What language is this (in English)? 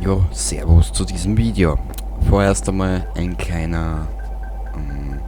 Bavarian